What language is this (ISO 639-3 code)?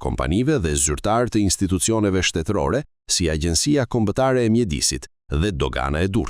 sqi